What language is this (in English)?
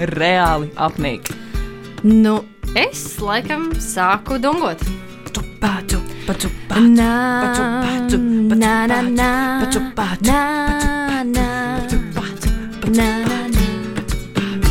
Latvian